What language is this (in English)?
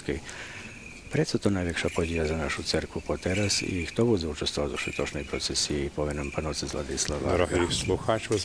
Rusyn